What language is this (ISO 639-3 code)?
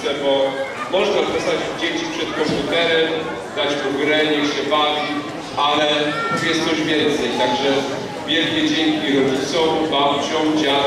pol